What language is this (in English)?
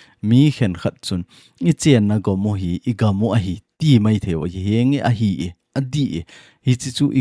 Thado Chin